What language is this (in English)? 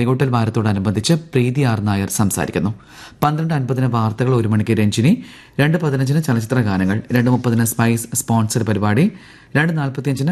Malayalam